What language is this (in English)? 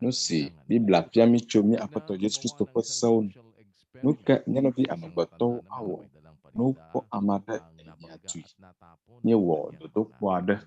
Ewe